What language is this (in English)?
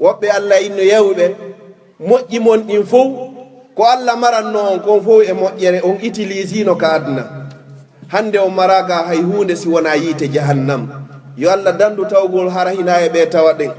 Fula